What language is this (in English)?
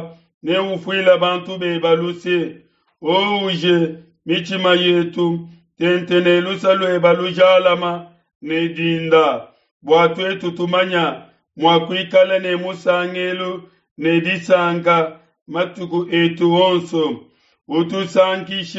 Luba-Lulua